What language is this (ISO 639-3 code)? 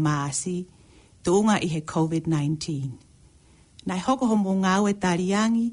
ton